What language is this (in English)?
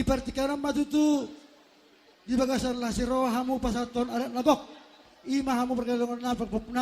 Batak Toba